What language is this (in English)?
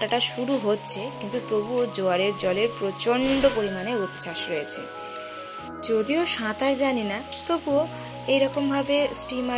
Bangla